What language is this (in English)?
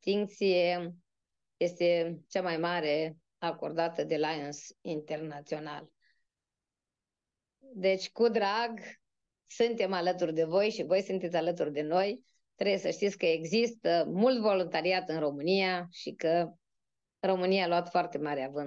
Romanian